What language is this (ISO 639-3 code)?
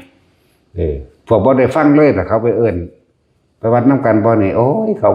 lao